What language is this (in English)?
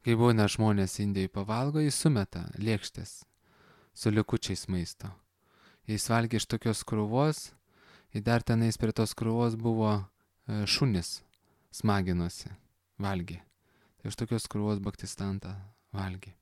Lithuanian